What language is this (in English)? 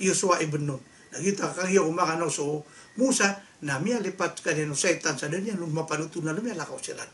Maranao